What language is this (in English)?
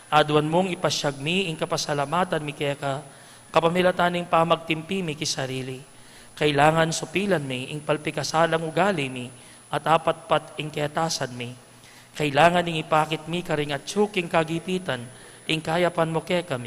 Pampanga